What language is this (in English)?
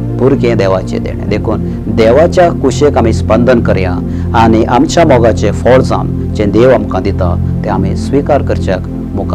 Konkani